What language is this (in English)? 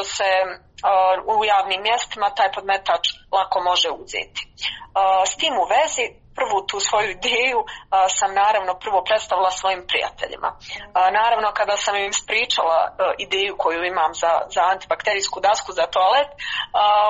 Croatian